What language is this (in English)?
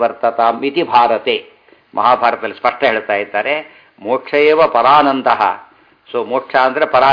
Kannada